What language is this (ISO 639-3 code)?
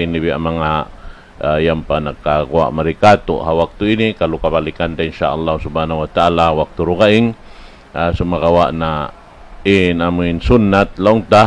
tsg